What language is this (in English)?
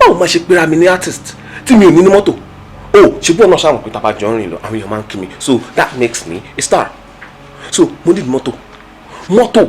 Yoruba